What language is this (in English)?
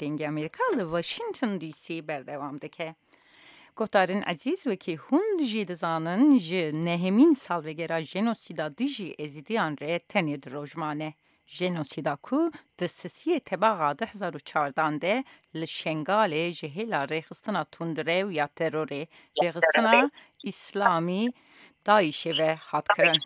Kurdish